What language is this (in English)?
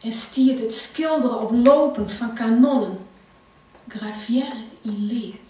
Western Frisian